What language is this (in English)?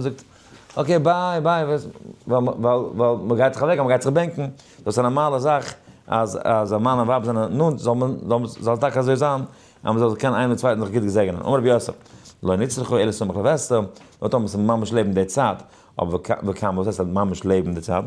Yiddish